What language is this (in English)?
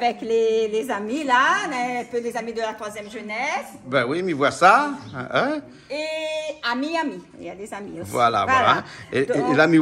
Réunion Creole French